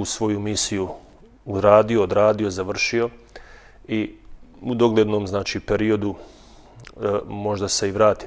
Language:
Bosnian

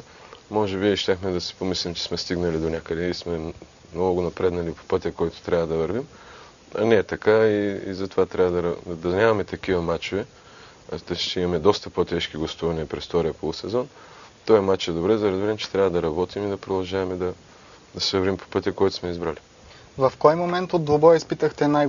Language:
Bulgarian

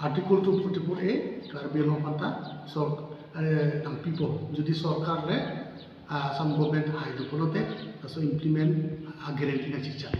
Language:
Karbi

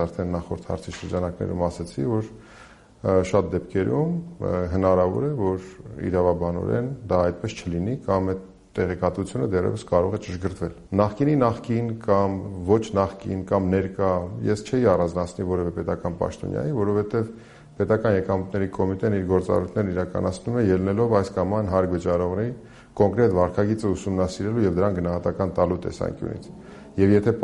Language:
Armenian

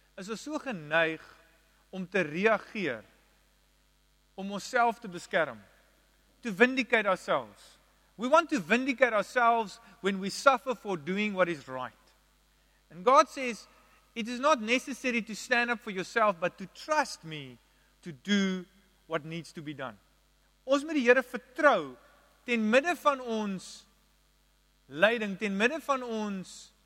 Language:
Afrikaans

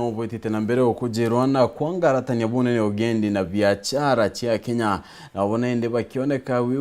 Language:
Meru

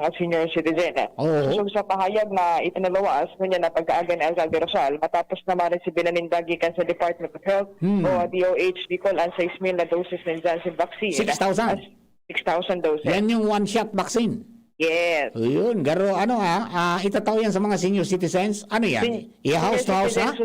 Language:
Bikol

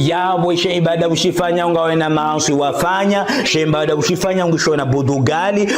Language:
Ngazidja Comorian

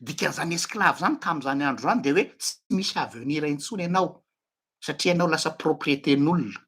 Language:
Malagasy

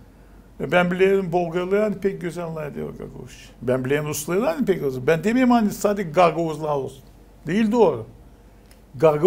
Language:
Gagauz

